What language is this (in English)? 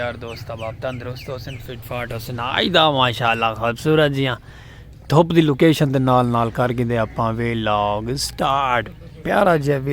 Saraiki